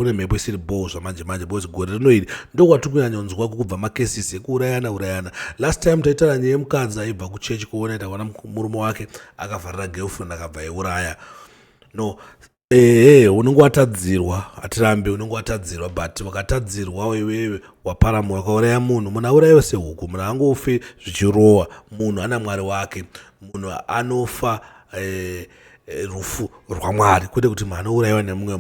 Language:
Shona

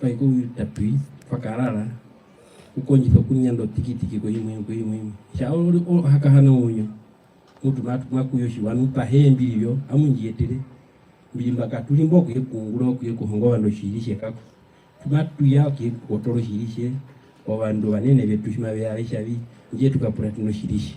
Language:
Herero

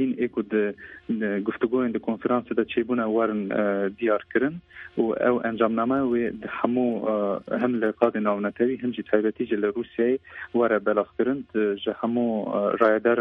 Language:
Kurdish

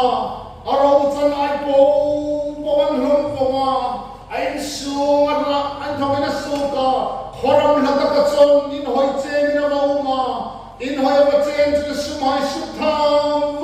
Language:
Hmar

